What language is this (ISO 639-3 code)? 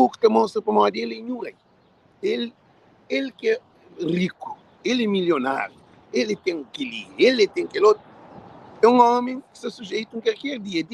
kea